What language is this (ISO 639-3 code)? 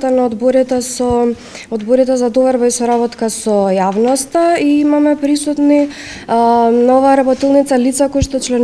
mkd